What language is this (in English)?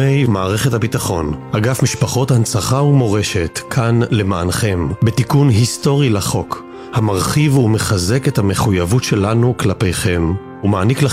Hebrew